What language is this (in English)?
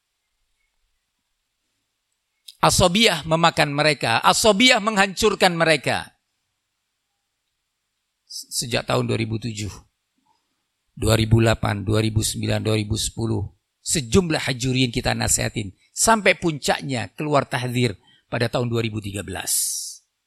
Indonesian